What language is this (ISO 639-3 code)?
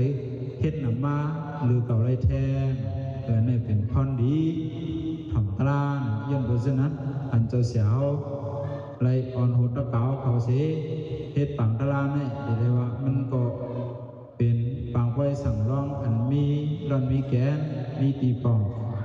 shn